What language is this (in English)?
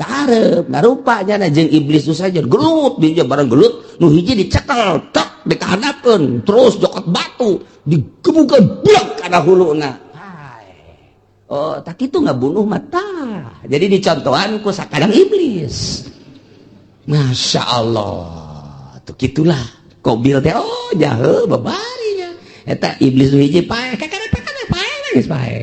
Sundanese